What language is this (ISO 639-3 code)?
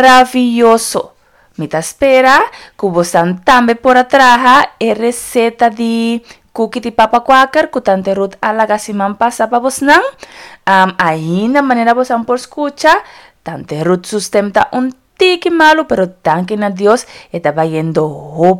pap